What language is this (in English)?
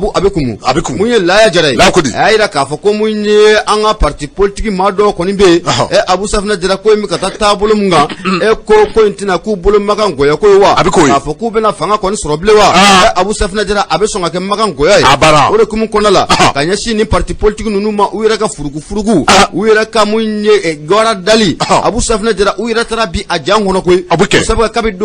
Bambara